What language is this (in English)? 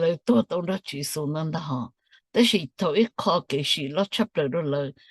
Hmong